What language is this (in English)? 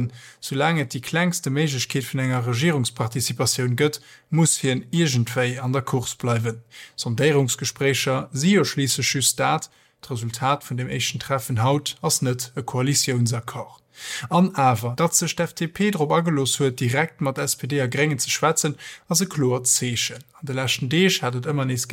Luxembourgish